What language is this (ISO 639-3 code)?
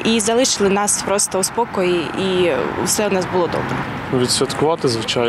ukr